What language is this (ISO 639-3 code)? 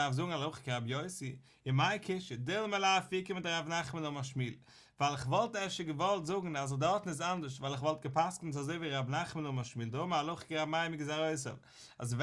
yid